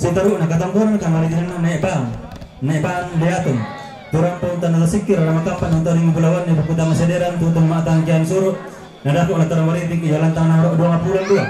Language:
Toraja-Sa'dan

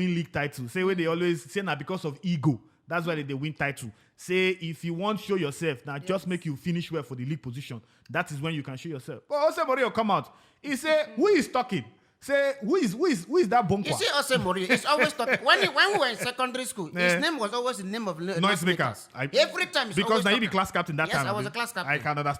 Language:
Nigerian Pidgin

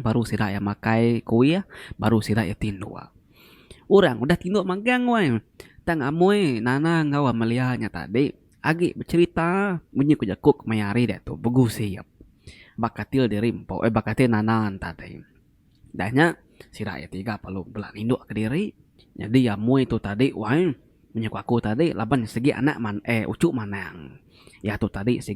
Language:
Iban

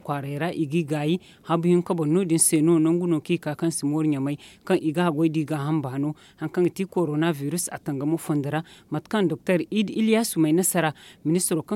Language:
Zarma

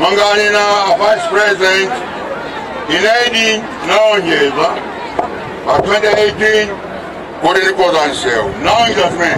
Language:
Nyanja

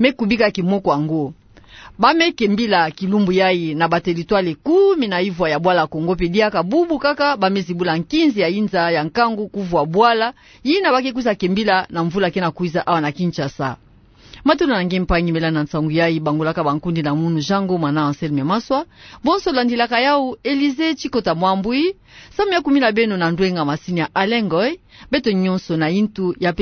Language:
Kituba (Democratic Republic of Congo)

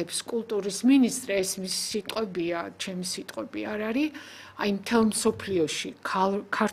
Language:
Georgian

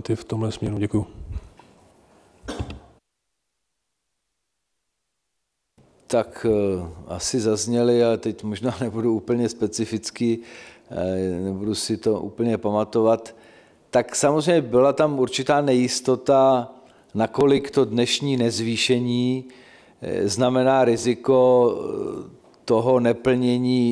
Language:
Czech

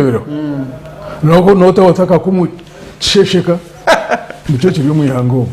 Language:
Nyankole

